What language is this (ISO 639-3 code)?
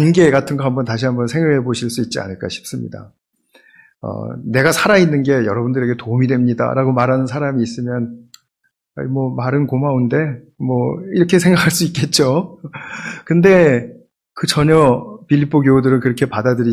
kor